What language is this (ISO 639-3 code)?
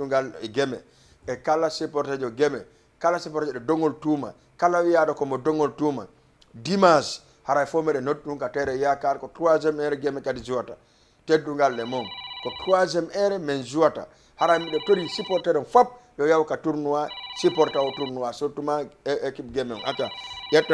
ful